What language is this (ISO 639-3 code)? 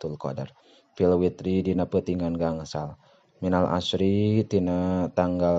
sun